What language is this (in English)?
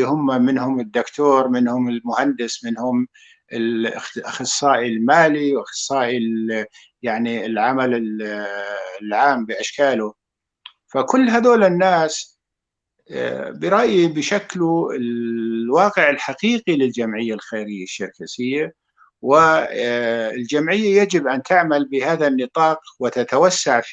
North Levantine Arabic